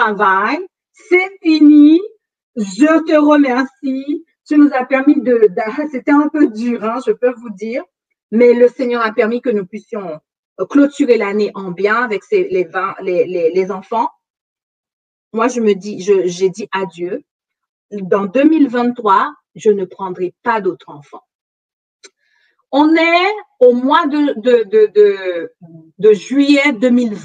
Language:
French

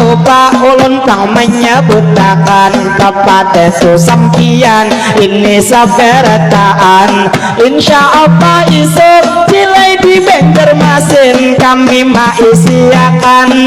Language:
Banjar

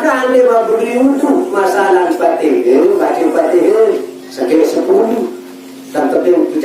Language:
Sasak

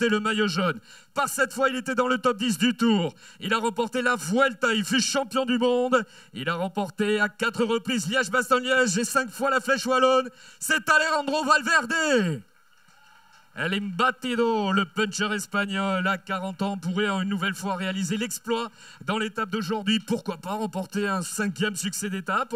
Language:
French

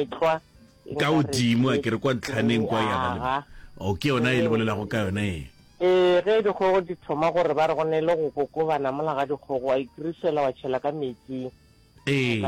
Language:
Northern Sotho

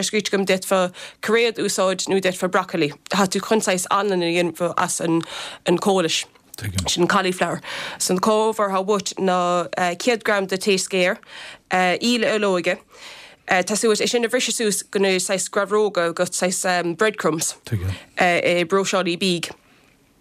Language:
Irish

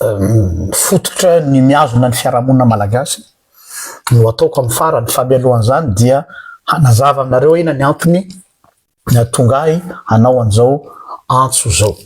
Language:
Malagasy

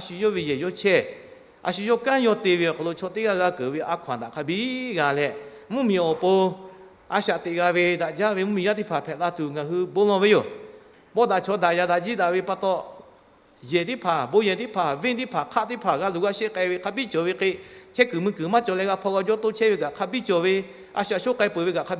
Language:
Lahu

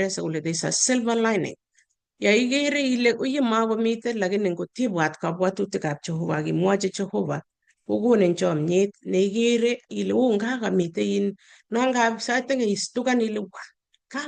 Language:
Kalenjin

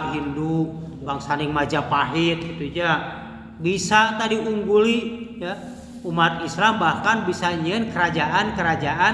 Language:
Sundanese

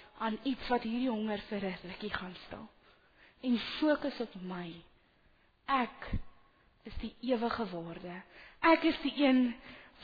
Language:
Afrikaans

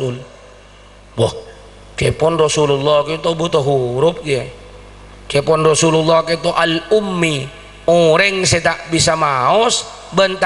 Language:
Madurese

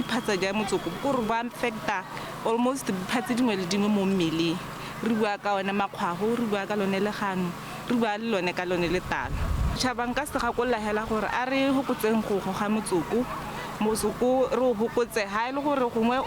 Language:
Tswana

